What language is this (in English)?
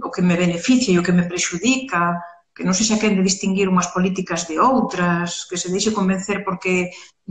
Galician